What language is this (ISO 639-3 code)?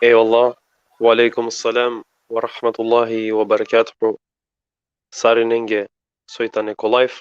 rmn